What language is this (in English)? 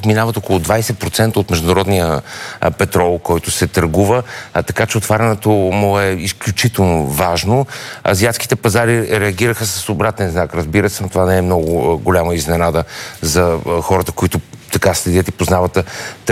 Bulgarian